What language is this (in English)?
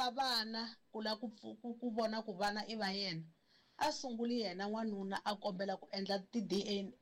Tsonga